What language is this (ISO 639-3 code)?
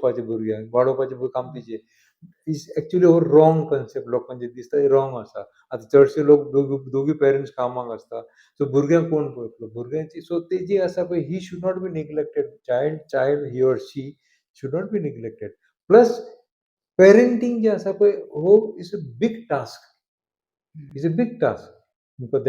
kok